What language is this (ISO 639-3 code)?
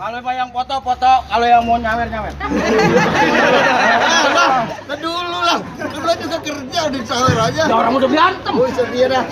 bew